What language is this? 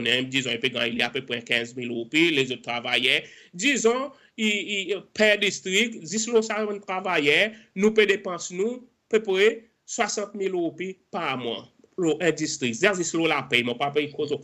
Seselwa Creole French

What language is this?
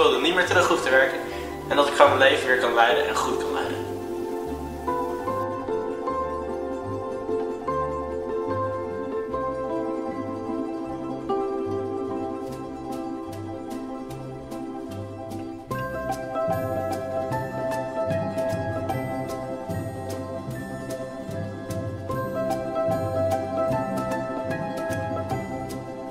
Dutch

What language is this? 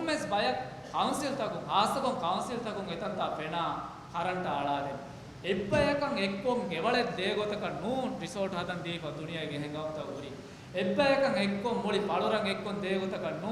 Divehi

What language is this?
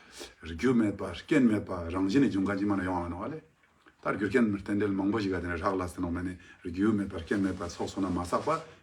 Ladakhi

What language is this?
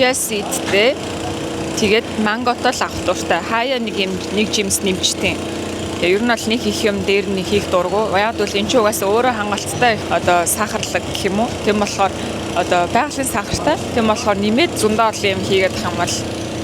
Mongolian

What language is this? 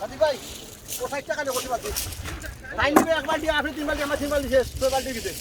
Sylheti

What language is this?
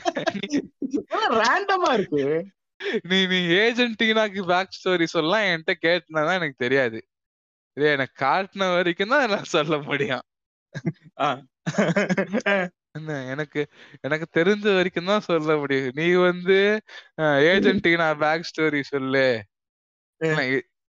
Tamil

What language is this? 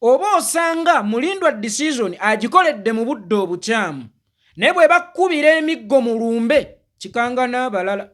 Ganda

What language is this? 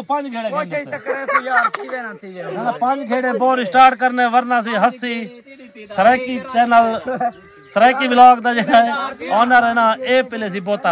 Saraiki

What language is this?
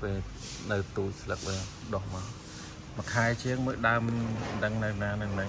Khmer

